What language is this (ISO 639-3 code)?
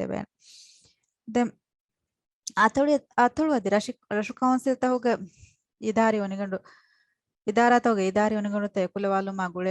div